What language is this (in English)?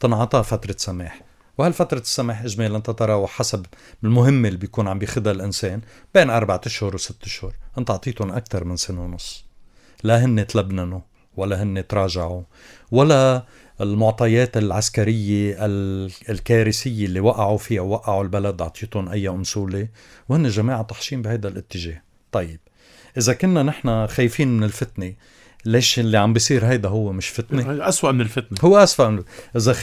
North Levantine Arabic